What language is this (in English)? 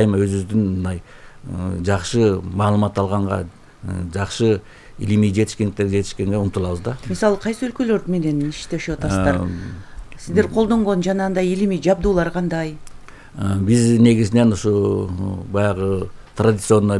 Kyrgyz